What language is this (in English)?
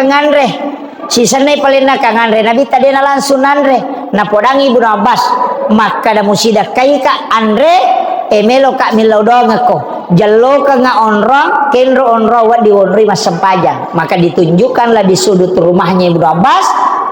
Buginese